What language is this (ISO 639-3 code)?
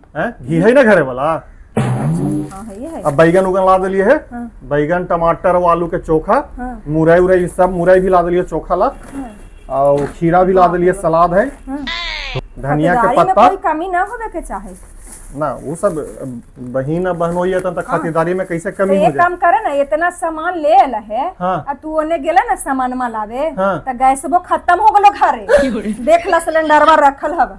mag